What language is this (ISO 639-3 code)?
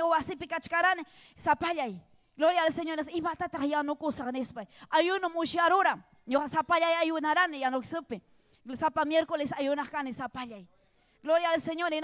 quy